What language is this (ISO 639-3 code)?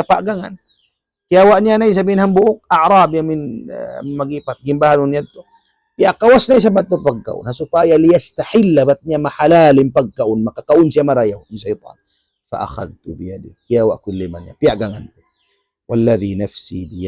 tsg